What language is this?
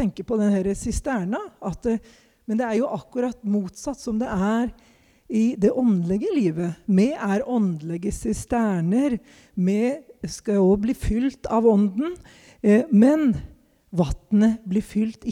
Norwegian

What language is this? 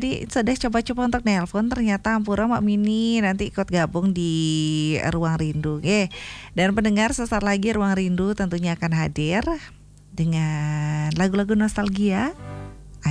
Balinese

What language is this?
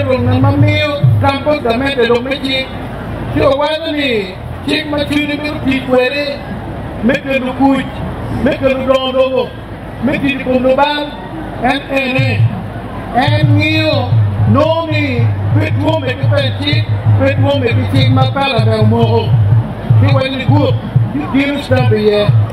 Acoli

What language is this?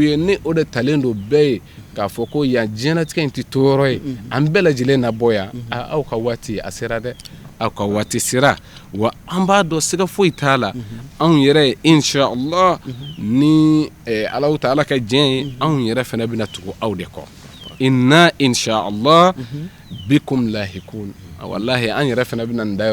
Bambara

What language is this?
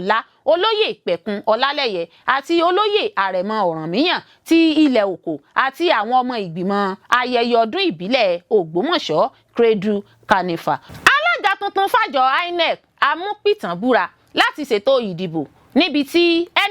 Yoruba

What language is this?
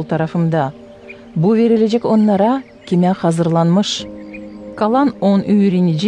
Gagauz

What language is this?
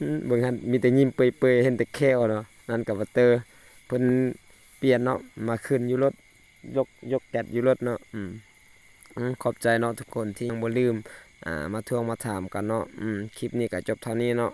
Lao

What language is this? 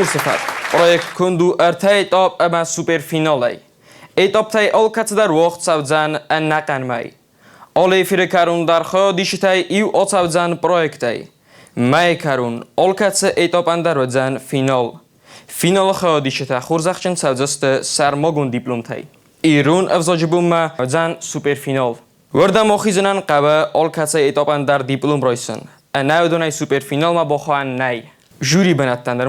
Ossetic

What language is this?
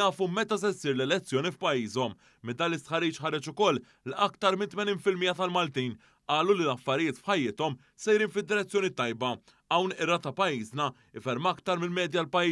Maltese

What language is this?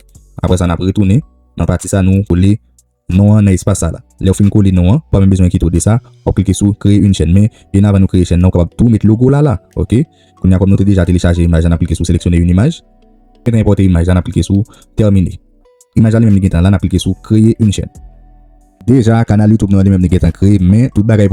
Haitian Creole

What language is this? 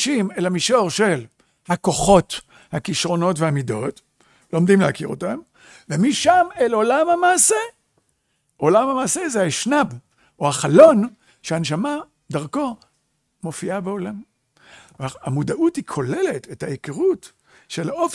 Hebrew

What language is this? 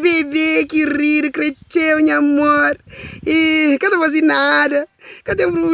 Kabuverdianu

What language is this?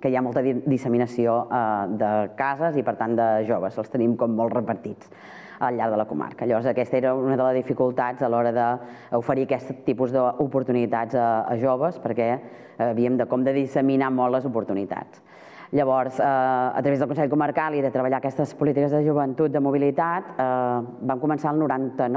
Catalan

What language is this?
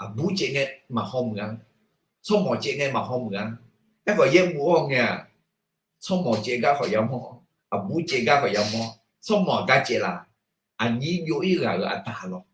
Akha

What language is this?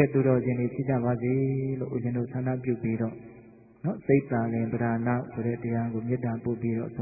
Burmese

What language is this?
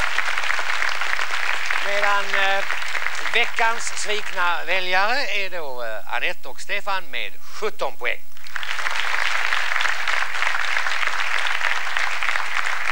Swedish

